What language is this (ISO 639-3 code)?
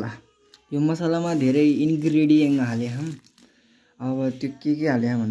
nep